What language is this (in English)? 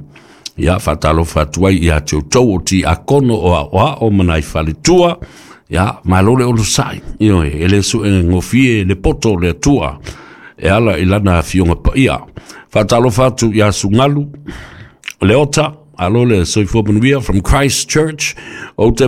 Samoan